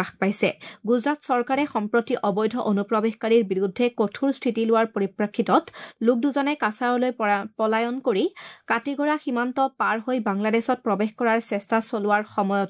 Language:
Assamese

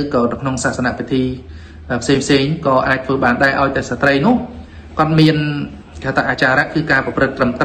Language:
Khmer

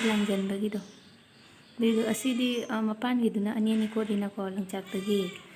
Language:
Manipuri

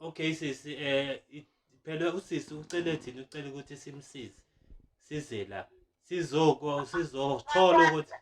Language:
Zulu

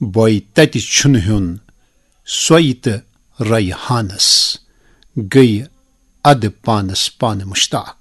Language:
Kashmiri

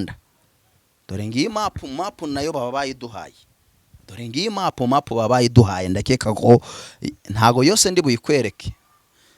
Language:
Kinyarwanda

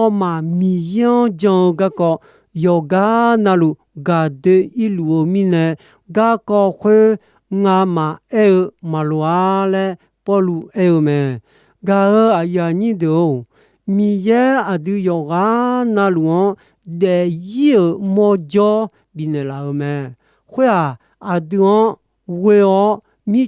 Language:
Akha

